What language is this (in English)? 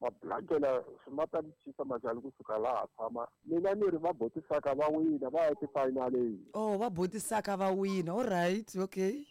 Tsonga